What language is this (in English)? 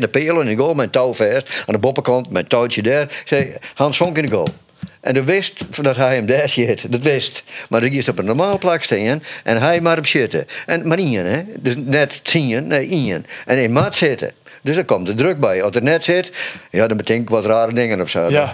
Western Frisian